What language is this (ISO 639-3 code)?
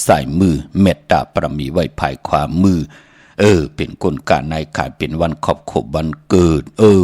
shn